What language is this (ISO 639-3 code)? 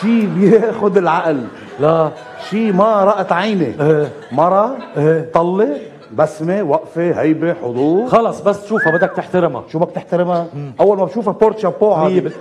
apc